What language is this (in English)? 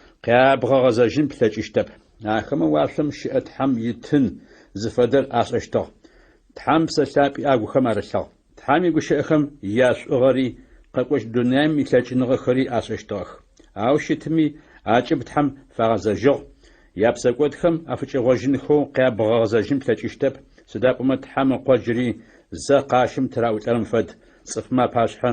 Adyghe